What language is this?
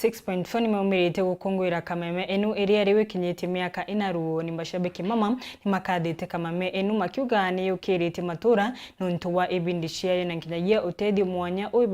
Meru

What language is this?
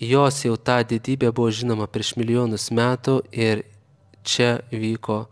Lithuanian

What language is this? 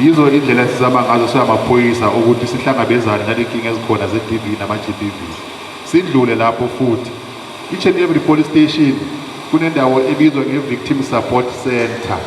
Zulu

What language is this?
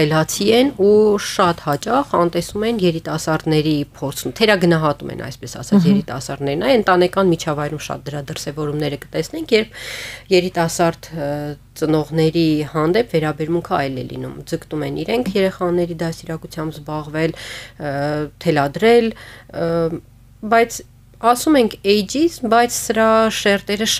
Armenian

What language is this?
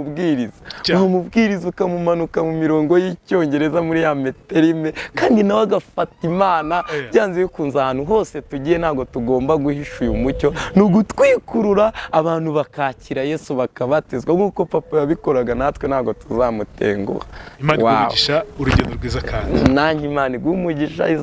Kinyarwanda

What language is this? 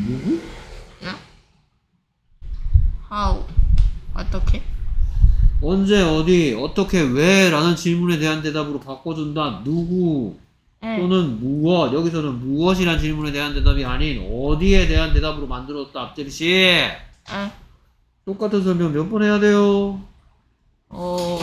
Korean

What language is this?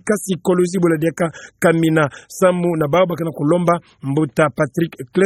Kituba (Democratic Republic of Congo)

